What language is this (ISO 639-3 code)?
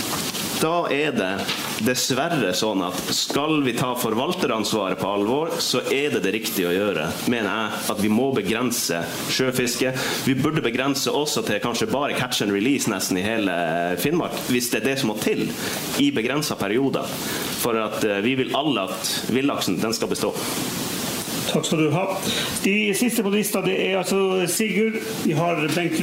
nor